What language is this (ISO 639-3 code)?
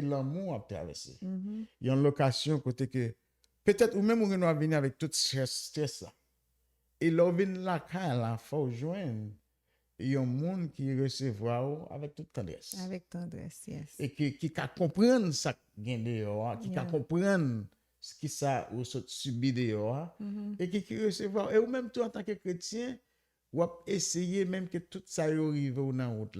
hat